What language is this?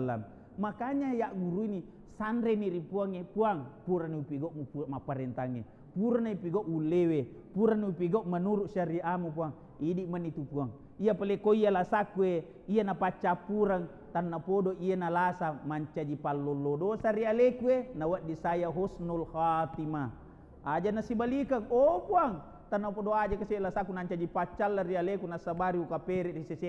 Buginese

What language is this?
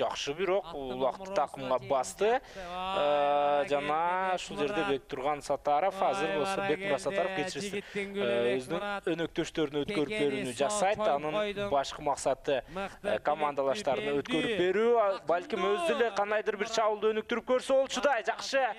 Kyrgyz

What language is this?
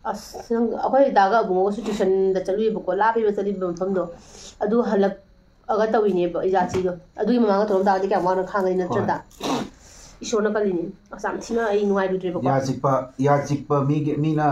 Manipuri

